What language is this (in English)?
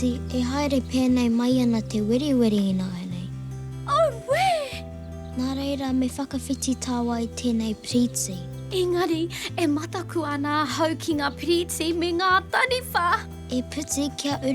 Māori